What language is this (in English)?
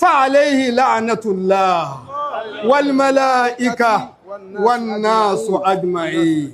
Yoruba